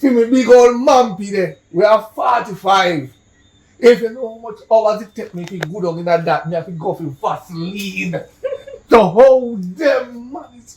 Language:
Jamaican Creole English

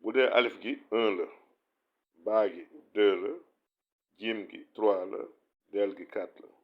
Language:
Wolof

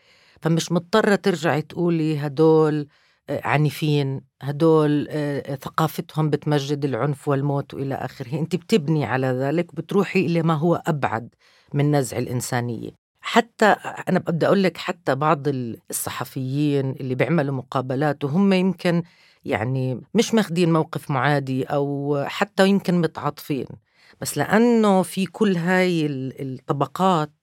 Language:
North Levantine Arabic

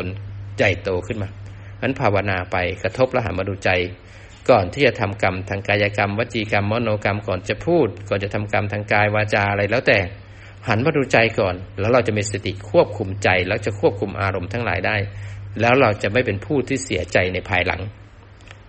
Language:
Thai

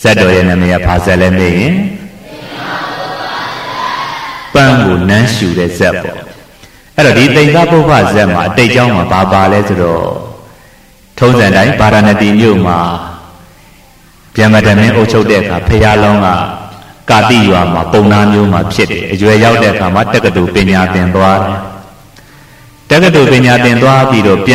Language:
Burmese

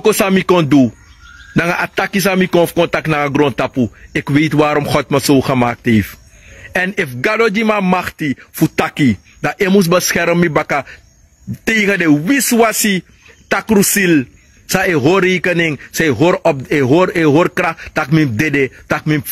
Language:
Sranan Tongo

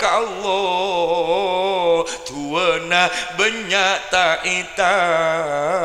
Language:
Madurese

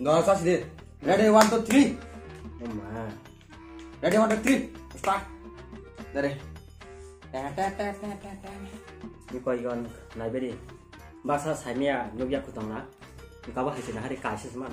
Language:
Kok Borok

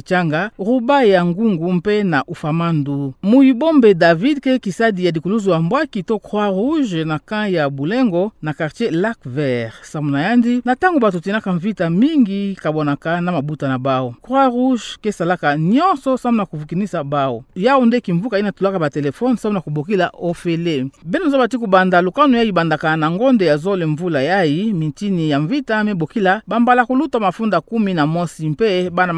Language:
Kituba (Democratic Republic of Congo)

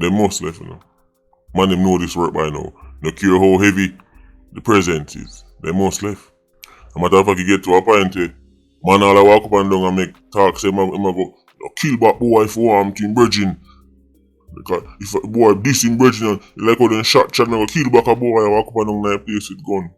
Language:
Jamaican Creole English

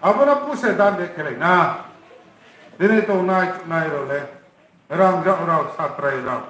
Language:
Riang (India)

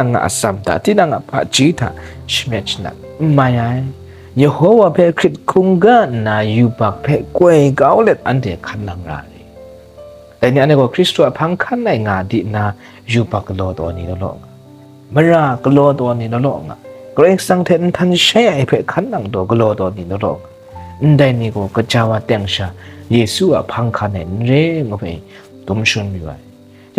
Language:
Kachin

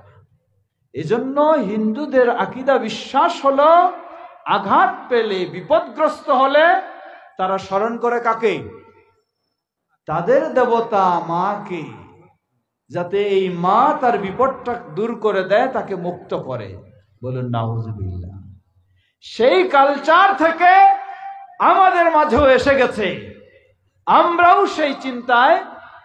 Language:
Bangla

